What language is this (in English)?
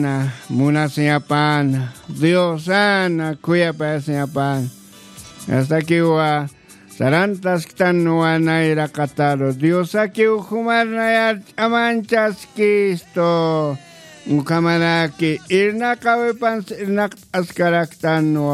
Aymara